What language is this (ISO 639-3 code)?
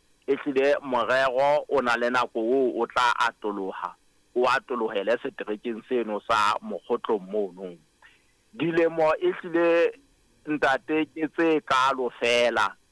sot